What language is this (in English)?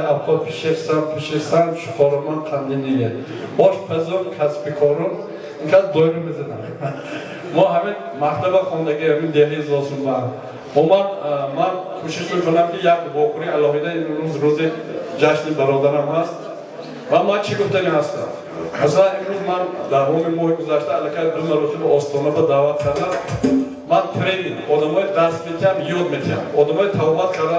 Tajik